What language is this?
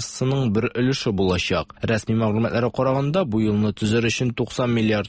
Tatar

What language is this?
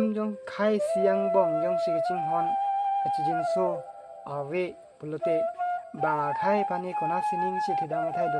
Karbi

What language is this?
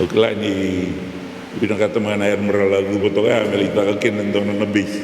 Fijian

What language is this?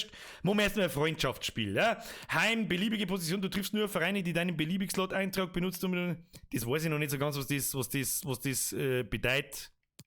Bavarian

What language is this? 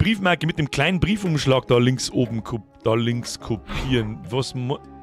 Bavarian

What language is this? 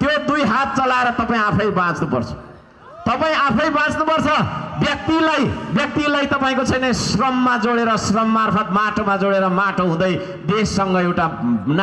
Nepali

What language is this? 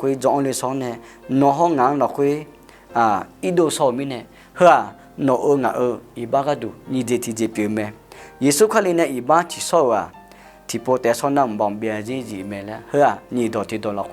Akha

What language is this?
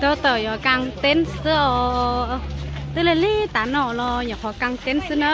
Hmong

